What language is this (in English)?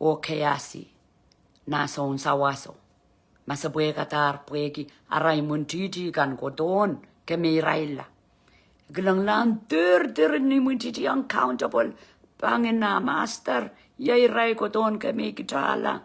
Pohnpeian